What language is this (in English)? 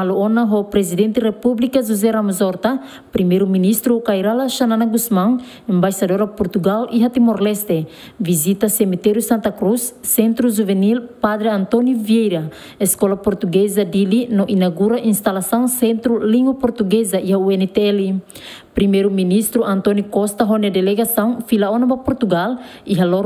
Tetum